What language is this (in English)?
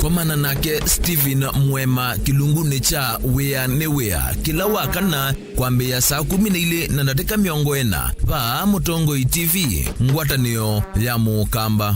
Kamba